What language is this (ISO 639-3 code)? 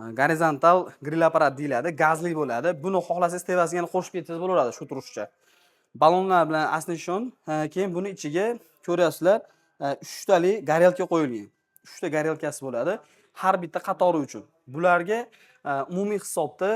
uzb